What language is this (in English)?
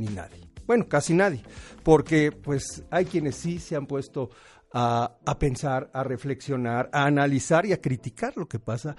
Spanish